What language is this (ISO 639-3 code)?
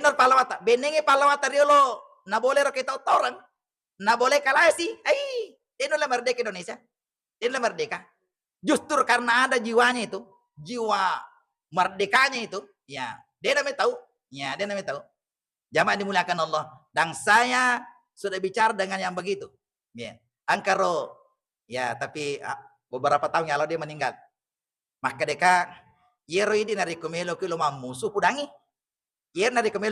bug